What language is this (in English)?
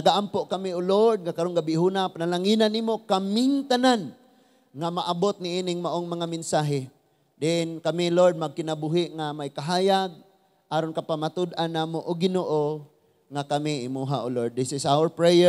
Cebuano